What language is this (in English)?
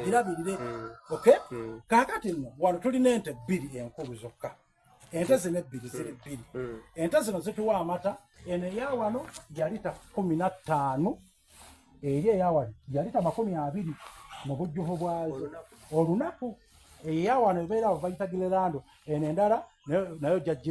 Soga